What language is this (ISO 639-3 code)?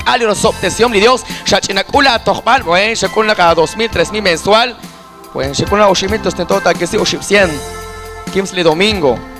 kek